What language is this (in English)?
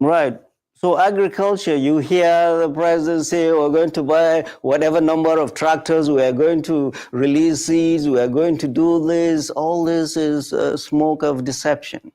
Nigerian Pidgin